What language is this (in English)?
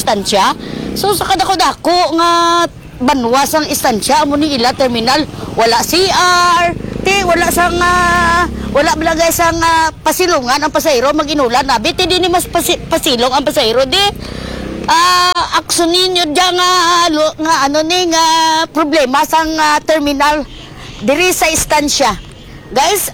Hiligaynon